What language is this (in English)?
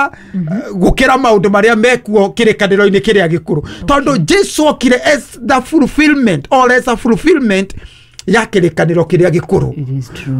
Kikuyu